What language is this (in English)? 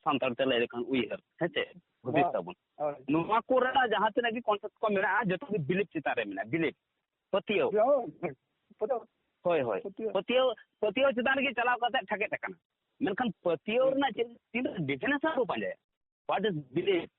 Santali